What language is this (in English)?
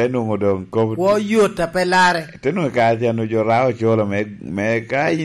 Lango (Uganda)